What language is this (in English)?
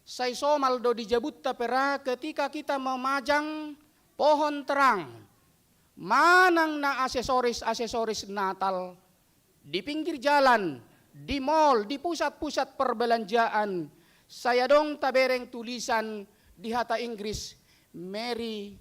Batak Toba